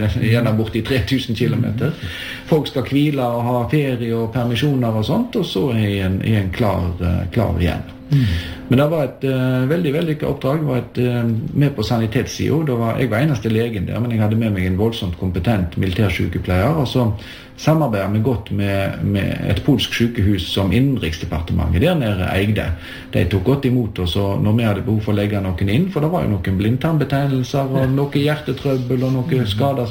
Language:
Norwegian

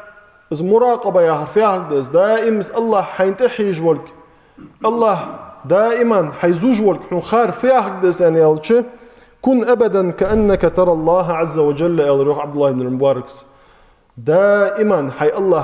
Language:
Ingush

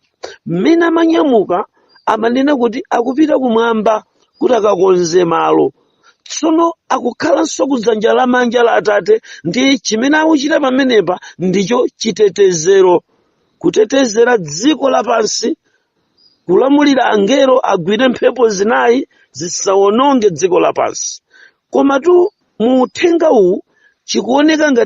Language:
Nyanja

